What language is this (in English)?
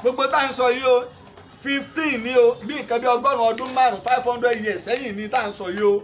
Yoruba